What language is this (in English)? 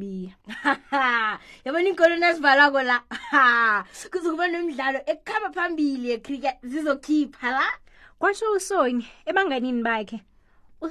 South Ndebele